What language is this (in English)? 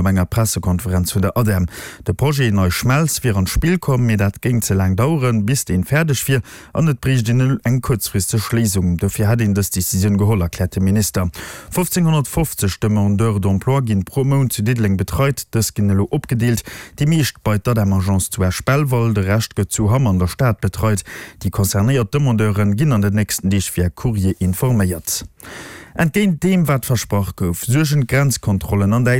Luxembourgish